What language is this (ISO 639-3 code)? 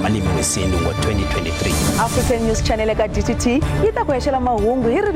ven